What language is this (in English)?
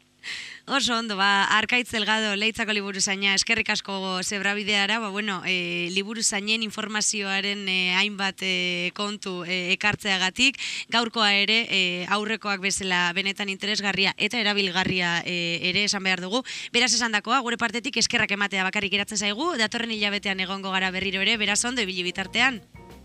Basque